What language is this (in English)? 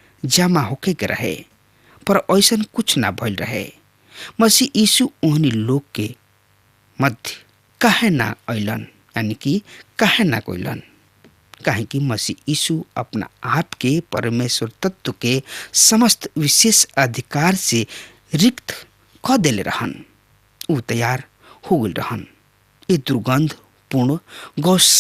Bhojpuri